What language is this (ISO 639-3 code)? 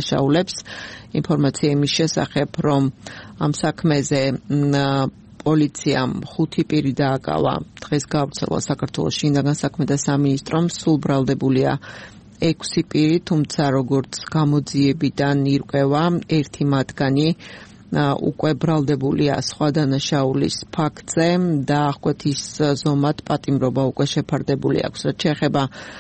kat